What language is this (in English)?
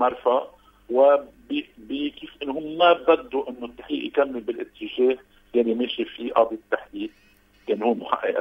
North Levantine Arabic